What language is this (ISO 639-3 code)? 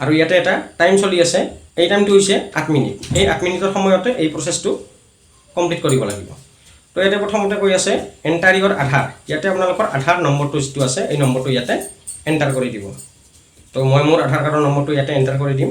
asm